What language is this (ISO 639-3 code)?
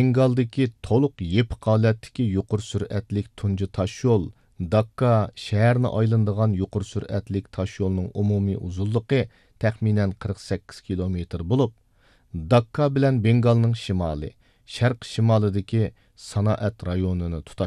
uig